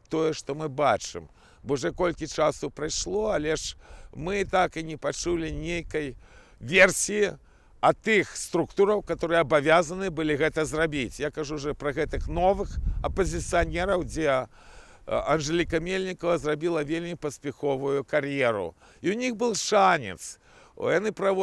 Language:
Belarusian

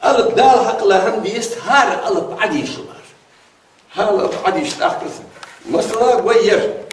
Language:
Ingush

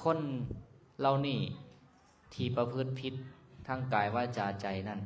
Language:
Lao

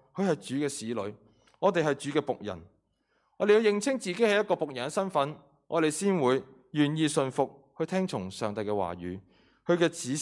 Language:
Cantonese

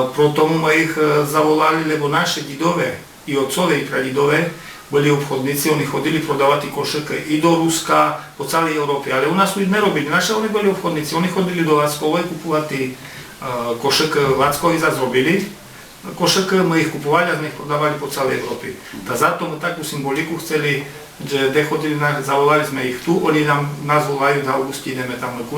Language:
Rusyn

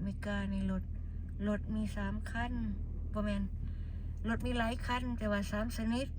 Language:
Lao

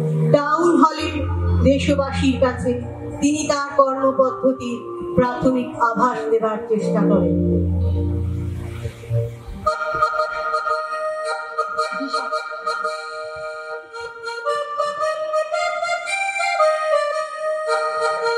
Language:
Bangla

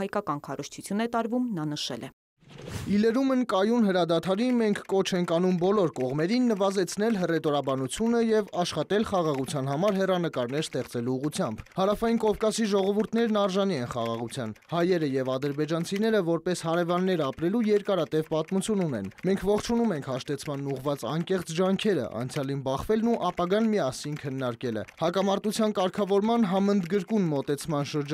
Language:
Armenian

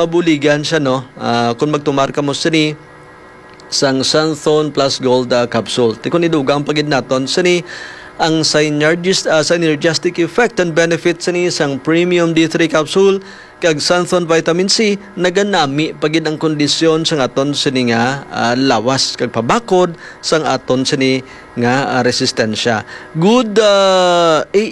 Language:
Hiligaynon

